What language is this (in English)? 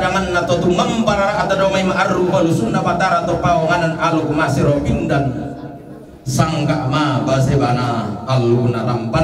Toraja-Sa'dan